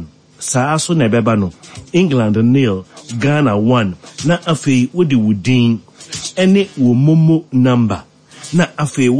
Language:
Akan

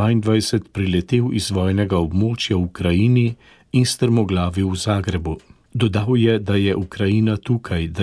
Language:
Slovenian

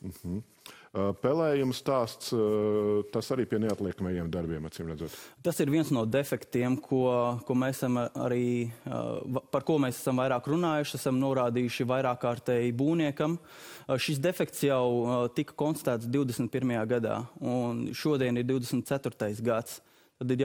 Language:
Latvian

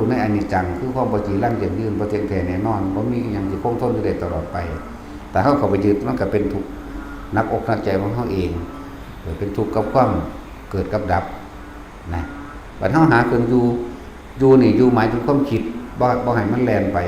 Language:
Lao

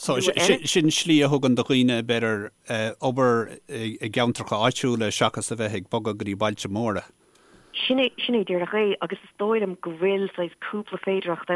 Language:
Irish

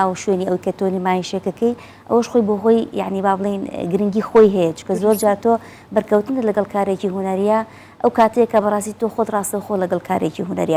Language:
Central Kurdish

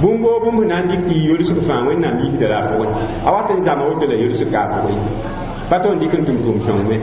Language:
Mossi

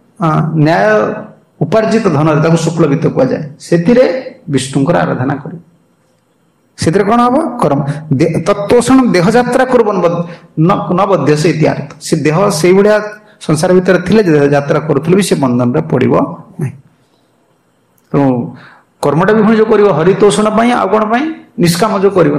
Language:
Odia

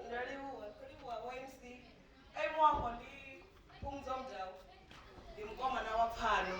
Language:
Venda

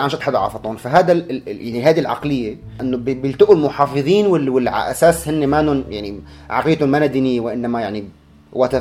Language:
North Levantine Arabic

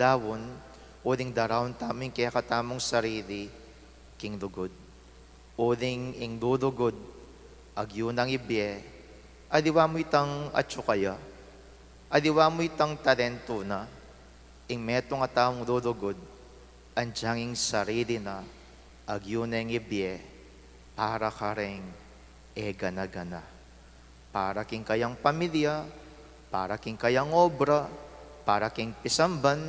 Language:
Pampanga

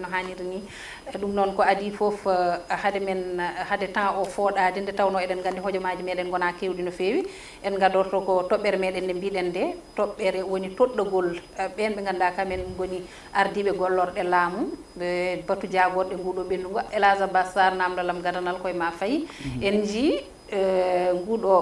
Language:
Fula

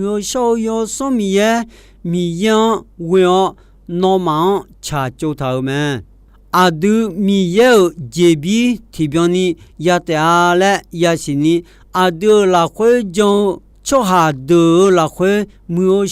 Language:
Akha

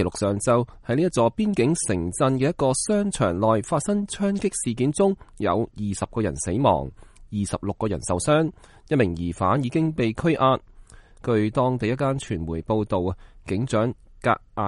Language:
Cantonese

